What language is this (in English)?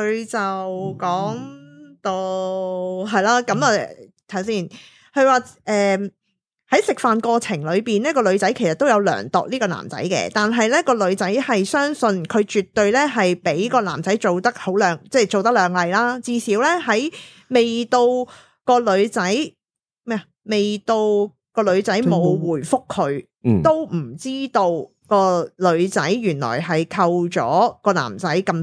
Cantonese